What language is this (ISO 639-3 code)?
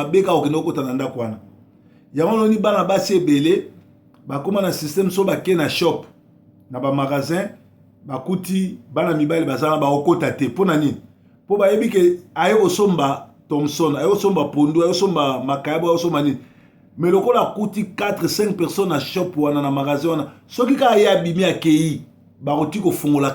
lin